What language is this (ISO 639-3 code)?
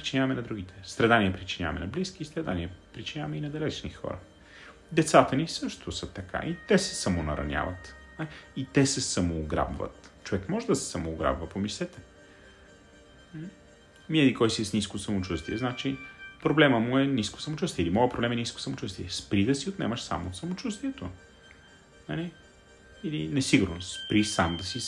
bul